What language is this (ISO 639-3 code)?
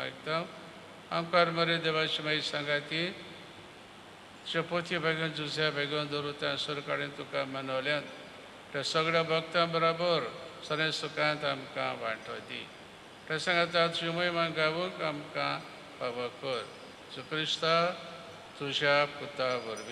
kok